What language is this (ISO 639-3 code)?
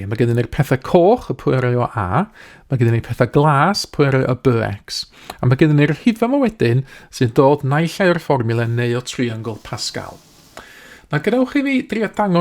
cym